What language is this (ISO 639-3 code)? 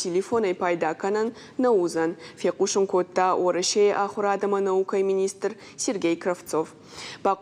oss